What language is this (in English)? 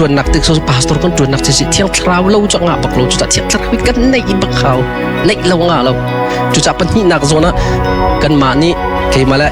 Hakha Chin